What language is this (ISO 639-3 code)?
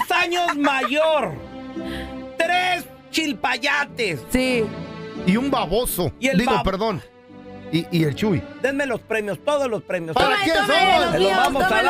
spa